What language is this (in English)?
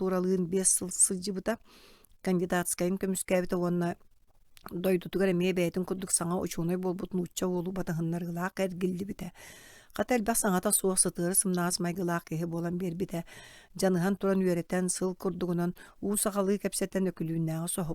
Yakut